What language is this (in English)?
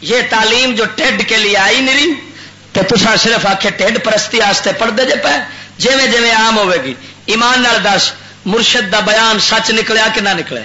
Western Panjabi